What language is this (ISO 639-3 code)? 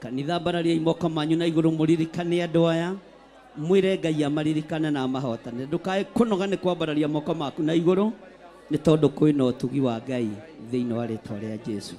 kik